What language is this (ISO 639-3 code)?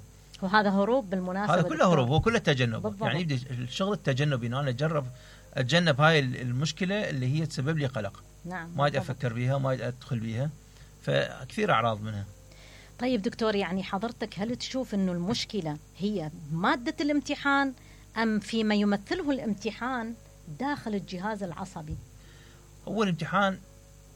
acm